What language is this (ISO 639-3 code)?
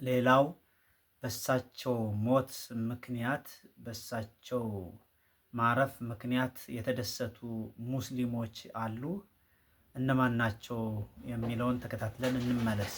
amh